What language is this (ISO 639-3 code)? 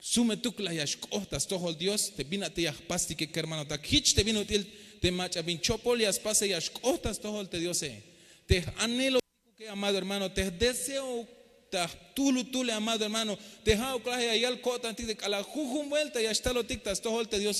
tzh